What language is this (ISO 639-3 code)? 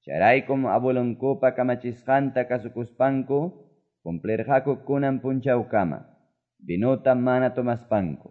que